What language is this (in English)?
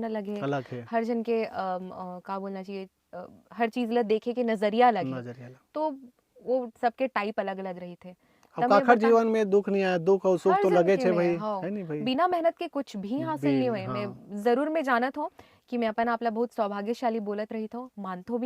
Chhattisgarhi